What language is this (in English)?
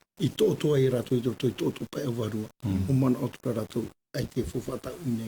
Tahitian